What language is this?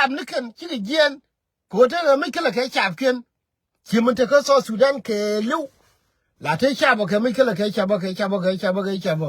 Nuer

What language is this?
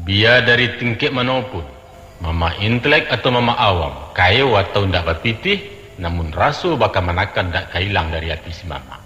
Minangkabau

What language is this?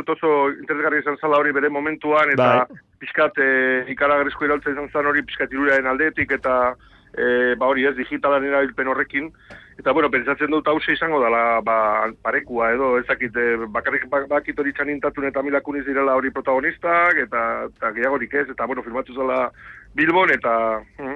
Basque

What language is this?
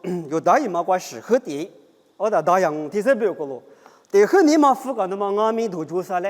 Lisu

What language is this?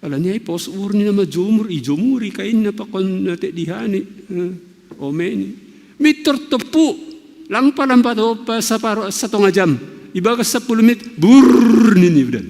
Batak Simalungun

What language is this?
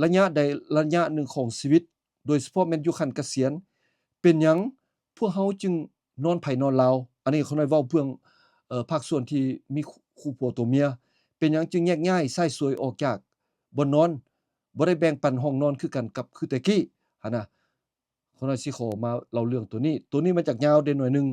Lao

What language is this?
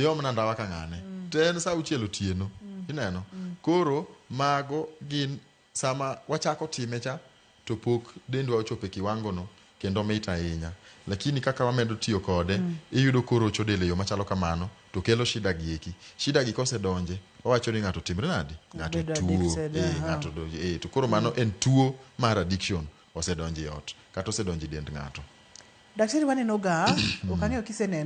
Luo (Kenya and Tanzania)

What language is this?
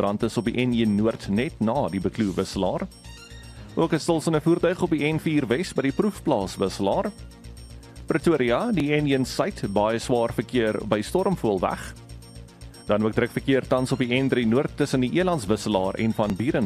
Afrikaans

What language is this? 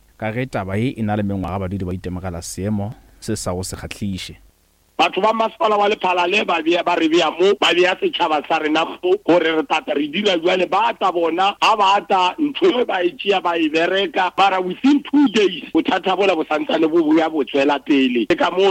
Northern Sotho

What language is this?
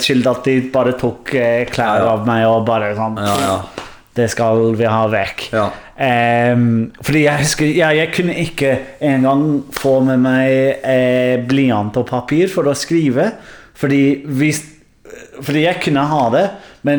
Norwegian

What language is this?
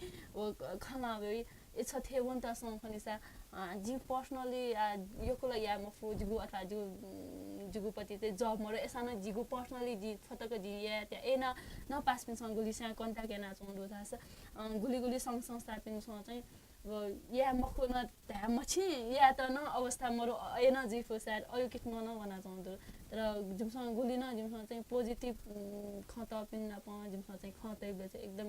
Newari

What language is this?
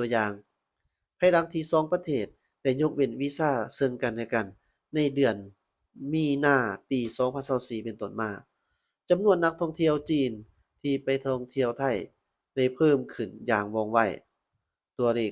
Lao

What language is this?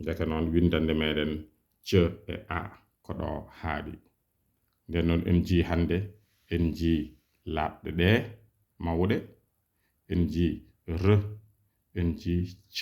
Fula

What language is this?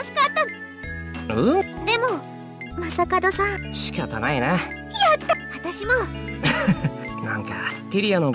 Japanese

